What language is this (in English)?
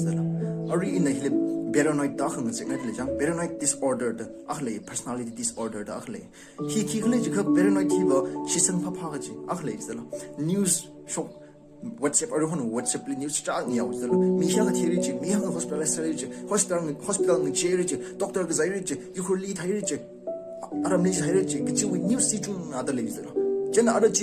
Tangkhul Naga (India)